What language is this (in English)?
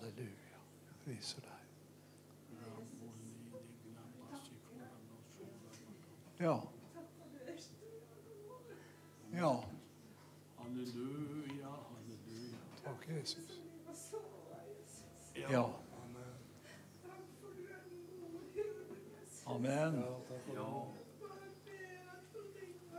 Norwegian